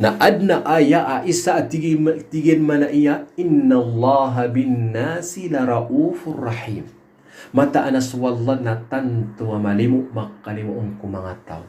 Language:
Maranao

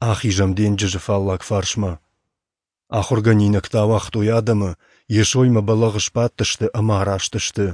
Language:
Ossetic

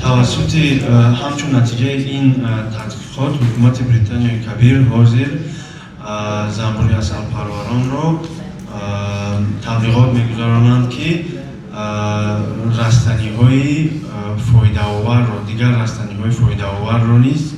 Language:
Tajik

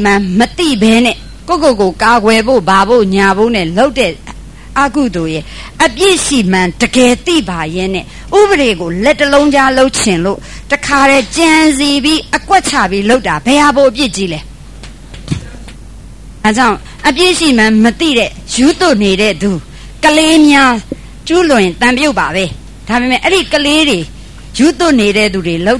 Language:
Burmese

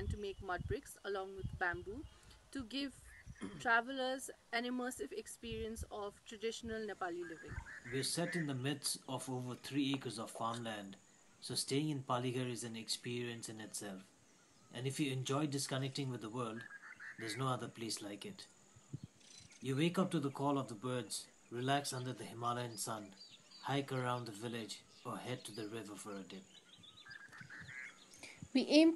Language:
English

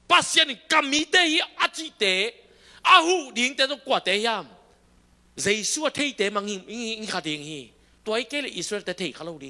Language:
Tedim Chin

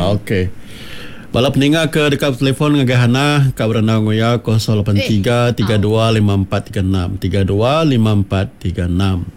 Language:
Iban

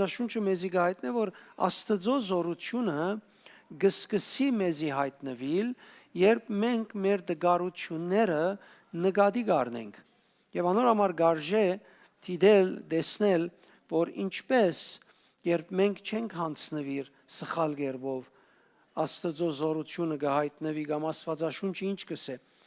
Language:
Western Armenian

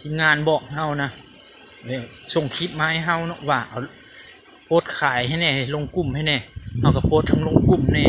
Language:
Lao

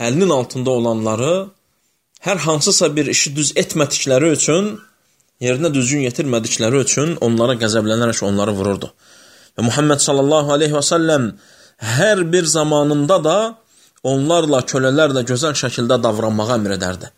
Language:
Azerbaijani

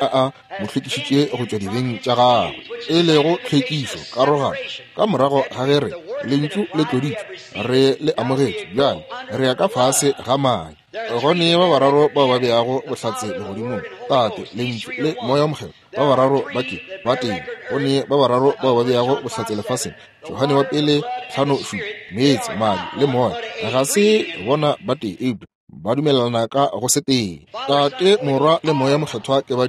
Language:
Northern Sotho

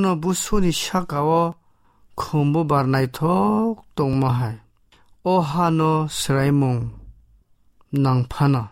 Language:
Kok Borok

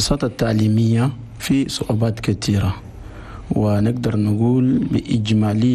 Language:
Chadian Arabic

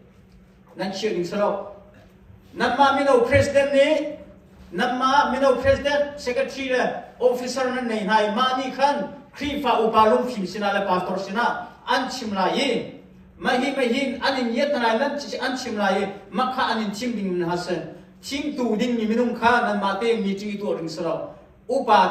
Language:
Hakha Chin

